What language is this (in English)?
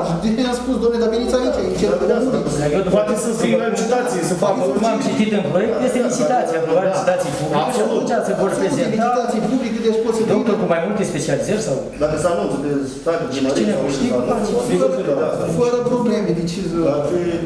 Romanian